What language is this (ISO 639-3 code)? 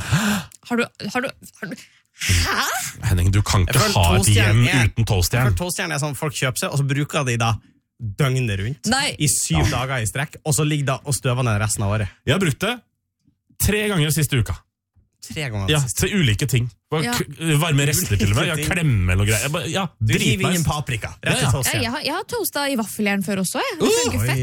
nor